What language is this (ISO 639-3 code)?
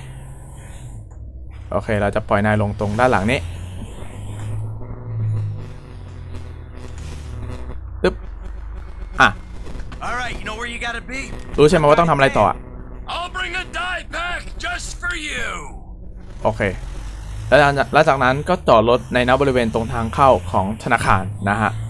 tha